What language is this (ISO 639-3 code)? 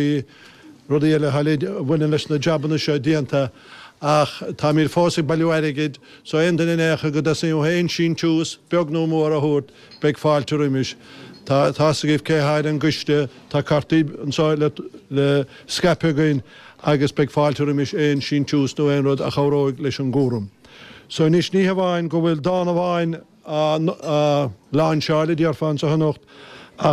gle